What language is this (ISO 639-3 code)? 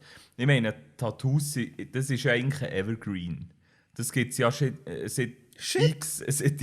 gsw